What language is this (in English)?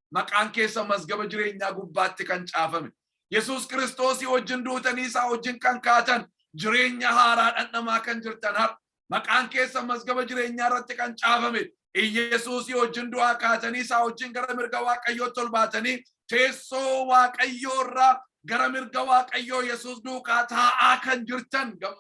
Oromo